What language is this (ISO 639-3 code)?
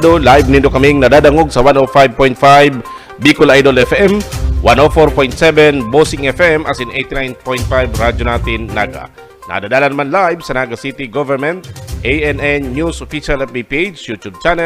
bik